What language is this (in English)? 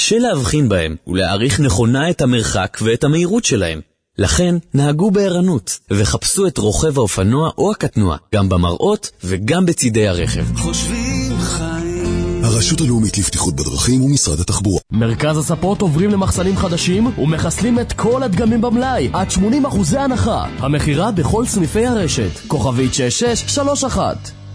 Hebrew